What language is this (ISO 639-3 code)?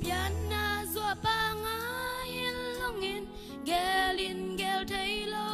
ctd